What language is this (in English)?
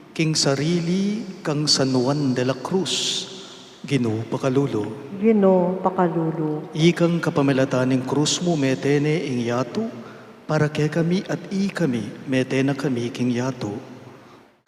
Pampanga